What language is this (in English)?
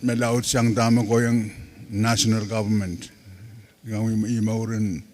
Pohnpeian